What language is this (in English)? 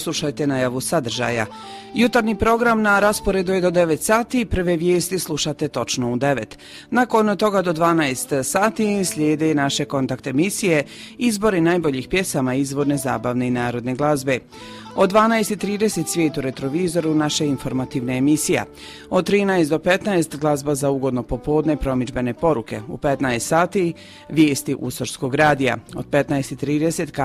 Croatian